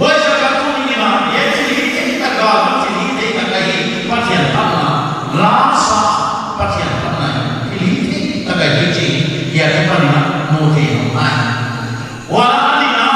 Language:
Paite Chin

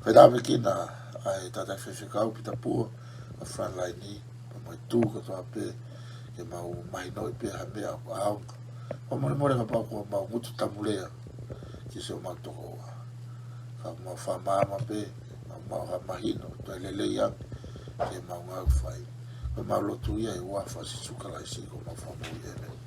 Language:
Tongan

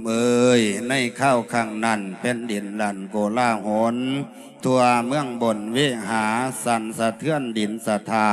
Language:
Lao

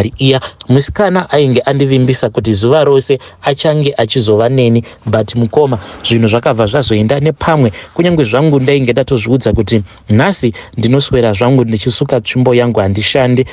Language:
Shona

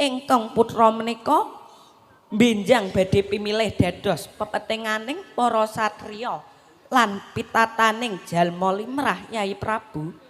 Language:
Javanese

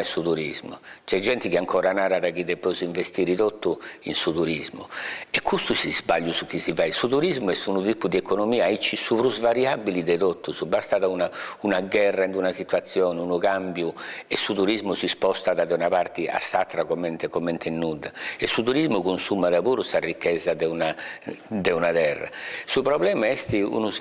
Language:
Sardinian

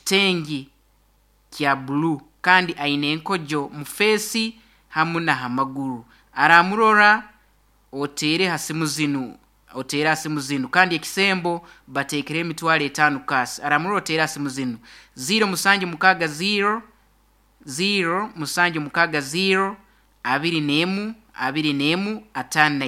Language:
Nyoro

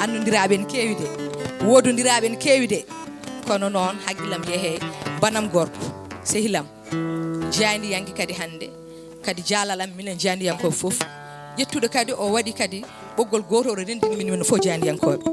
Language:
Fula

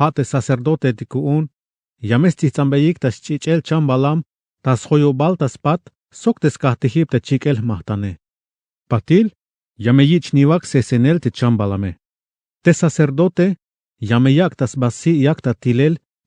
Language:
Tzeltal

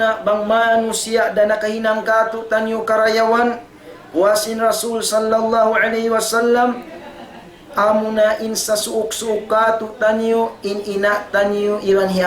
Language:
Tausug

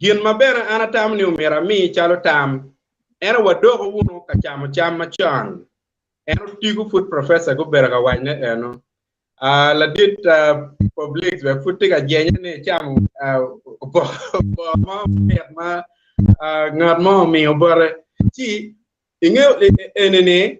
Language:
Acoli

